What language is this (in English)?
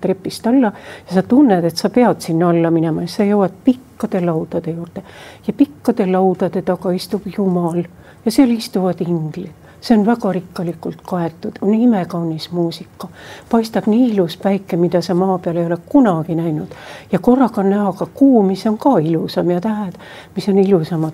Estonian